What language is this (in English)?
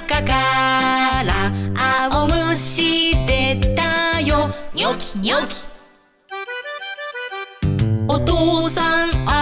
Japanese